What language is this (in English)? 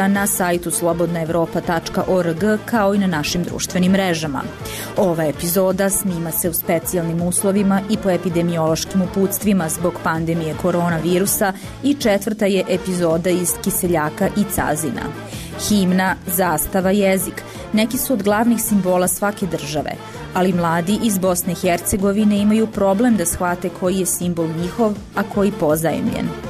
Croatian